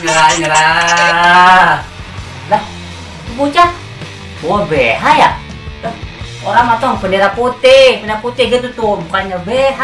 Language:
Betawi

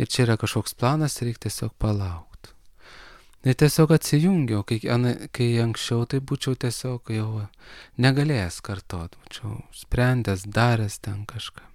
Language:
Lithuanian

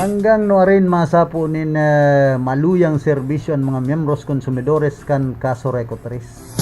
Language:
Bikol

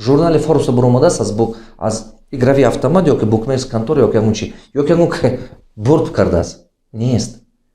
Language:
Tajik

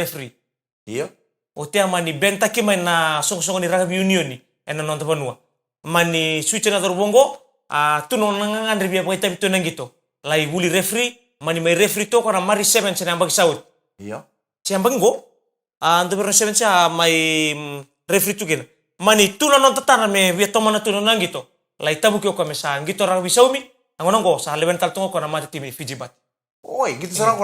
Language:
Fijian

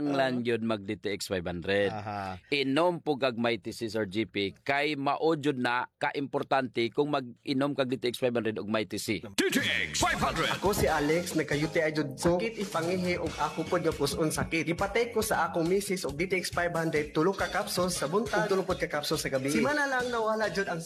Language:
Cebuano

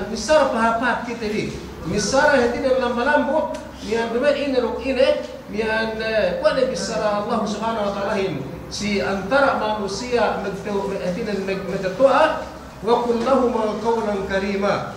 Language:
Yakan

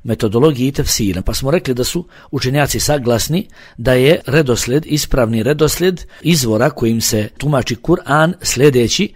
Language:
Bosnian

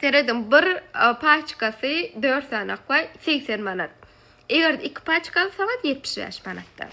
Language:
Turkmen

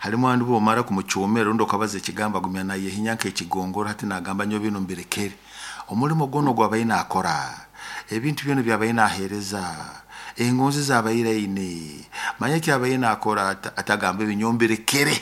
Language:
Nyoro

